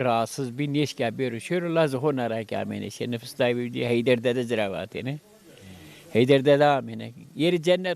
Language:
Zaza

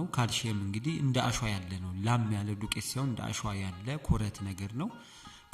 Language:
Amharic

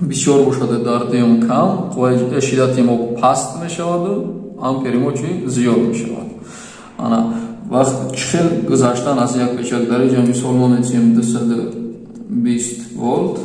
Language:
Tajik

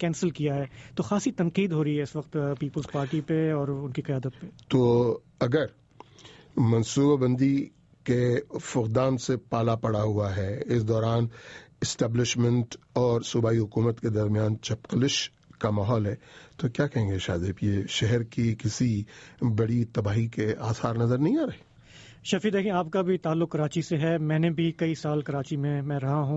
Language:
Urdu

